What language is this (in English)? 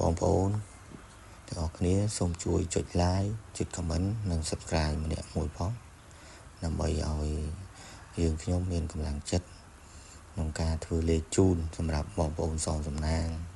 Khmer